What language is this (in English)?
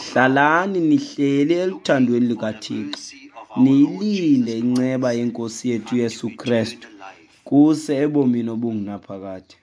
Xhosa